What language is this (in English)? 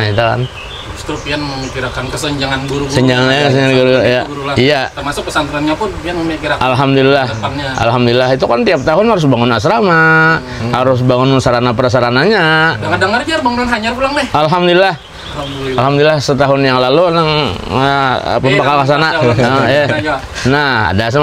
Banjar